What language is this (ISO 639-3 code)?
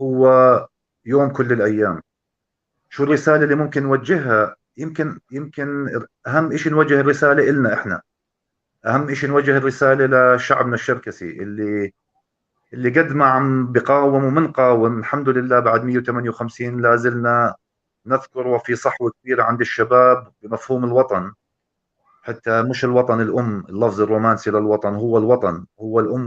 apc